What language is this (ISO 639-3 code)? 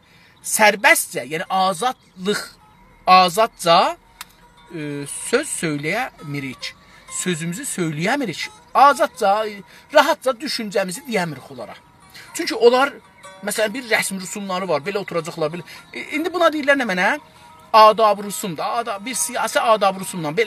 azb